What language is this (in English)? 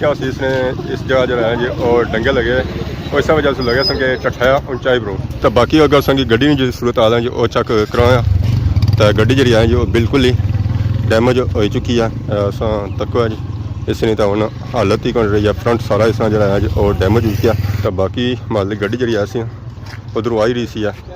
Pahari-Potwari